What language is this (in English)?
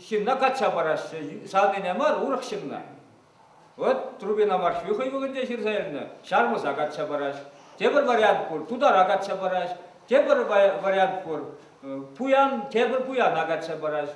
Chuvash